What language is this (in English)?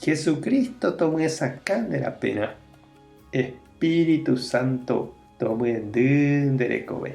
Guarani